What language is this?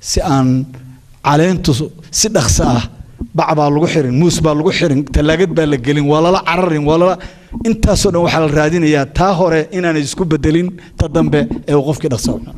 Somali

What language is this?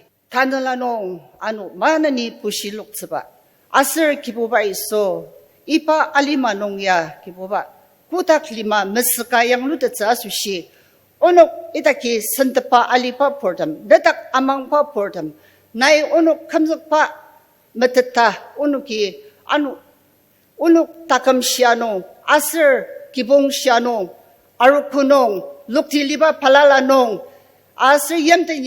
Ao Naga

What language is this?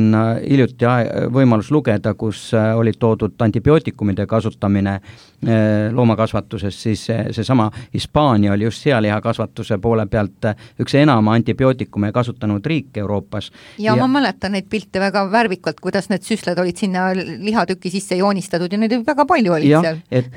Estonian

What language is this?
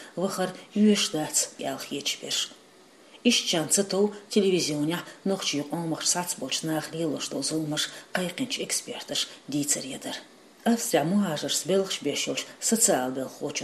Chechen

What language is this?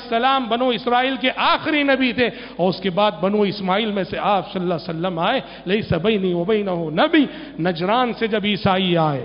Urdu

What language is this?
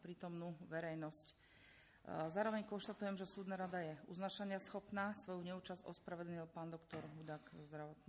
Slovak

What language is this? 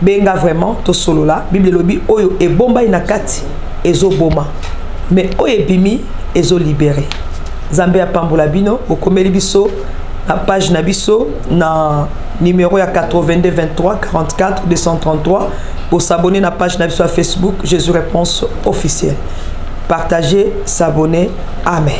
Lingala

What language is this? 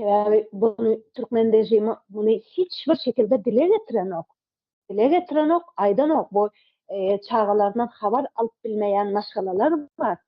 Turkmen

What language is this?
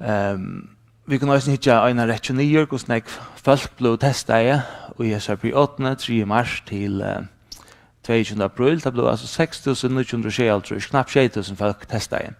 Faroese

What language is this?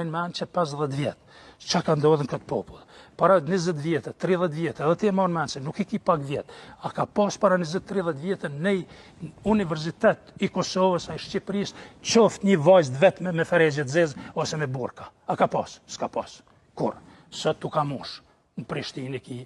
Albanian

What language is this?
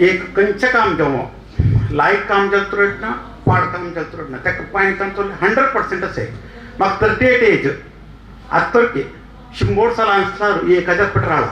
Konkani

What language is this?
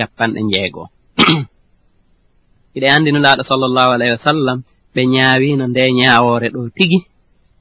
Fula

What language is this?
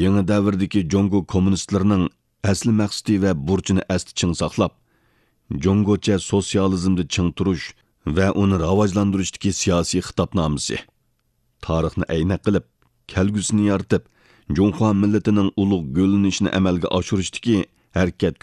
Uyghur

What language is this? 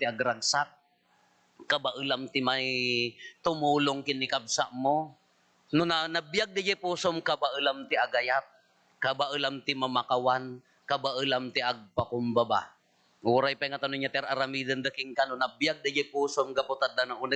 Iloko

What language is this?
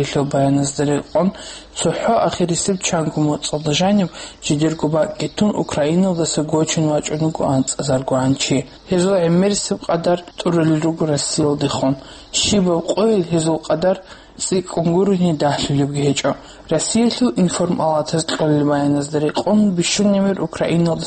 Avaric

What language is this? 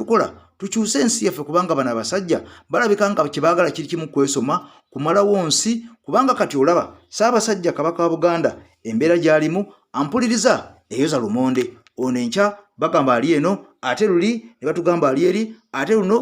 Ganda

